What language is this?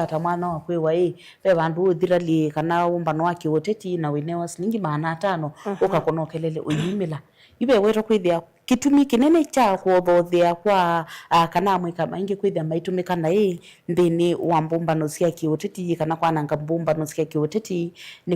Kamba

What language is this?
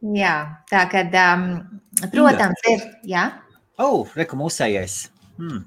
Latvian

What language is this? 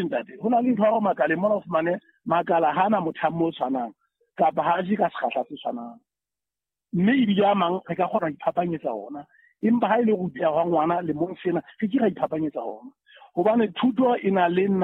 Southern Sotho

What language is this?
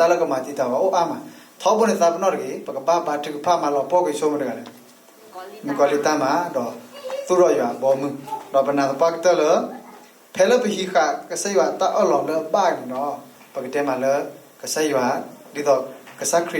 S'gaw Karen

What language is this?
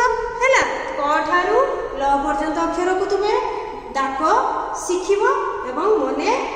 Odia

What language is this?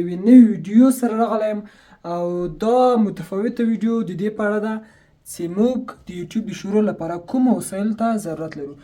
Pashto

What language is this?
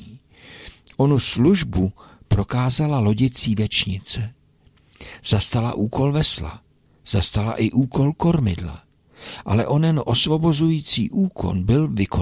Czech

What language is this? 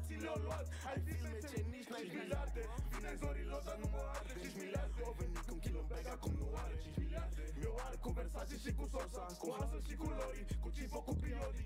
Romanian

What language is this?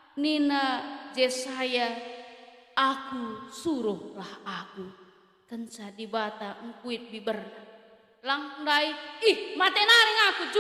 Batak Karo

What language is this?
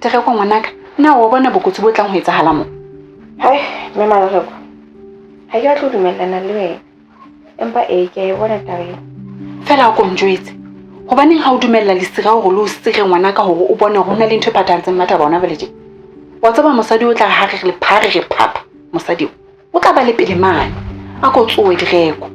Southern Sotho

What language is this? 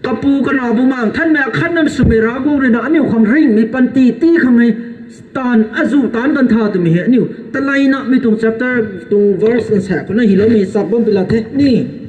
Rongmei Naga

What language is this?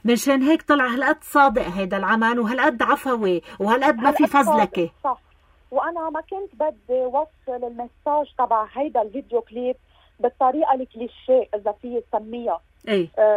North Levantine Arabic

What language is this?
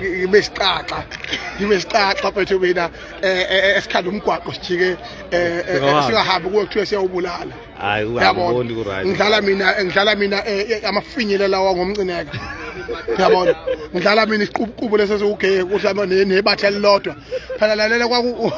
Zulu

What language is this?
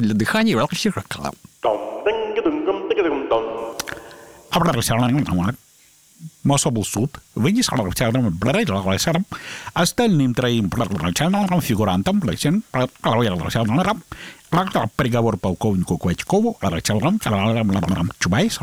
Russian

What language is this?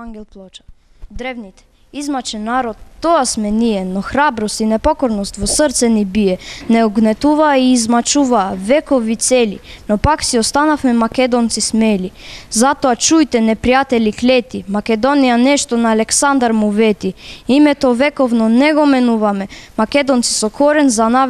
Macedonian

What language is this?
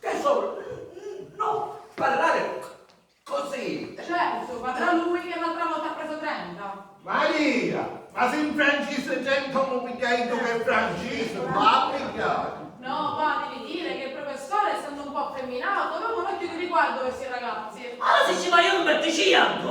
Sicilian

